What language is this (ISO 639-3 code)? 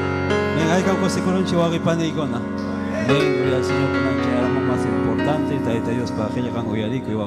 quy